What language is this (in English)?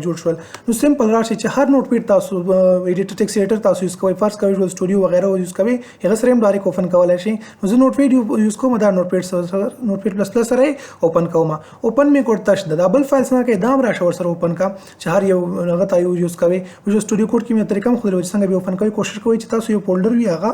Pashto